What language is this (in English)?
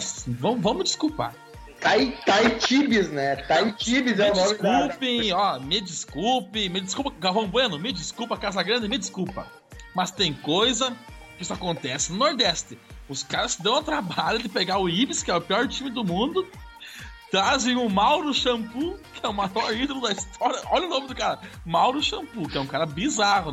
Portuguese